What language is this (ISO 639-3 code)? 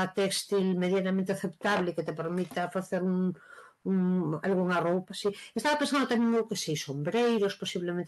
glg